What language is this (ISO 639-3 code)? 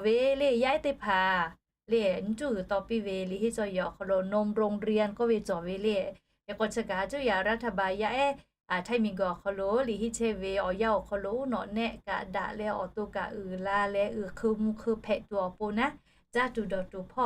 lhu